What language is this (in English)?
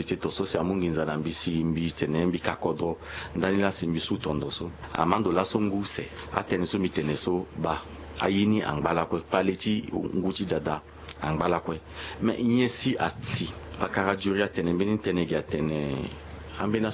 Sango